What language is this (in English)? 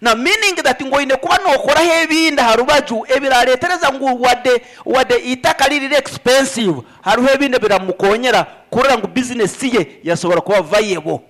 Nyankole